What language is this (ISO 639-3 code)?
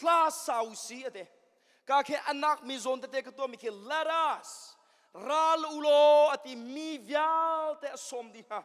cnh